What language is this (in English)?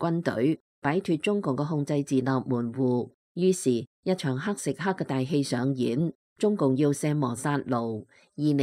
Cantonese